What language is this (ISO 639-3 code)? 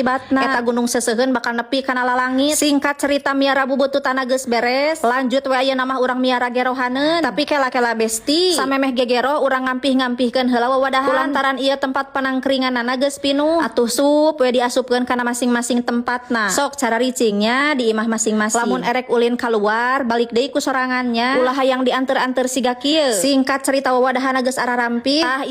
sun